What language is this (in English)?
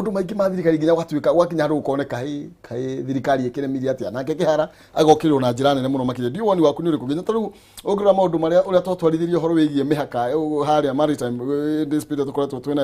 Kikuyu